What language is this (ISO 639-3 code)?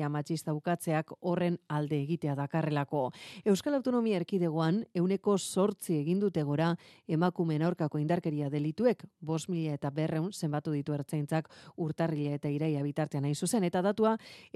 eus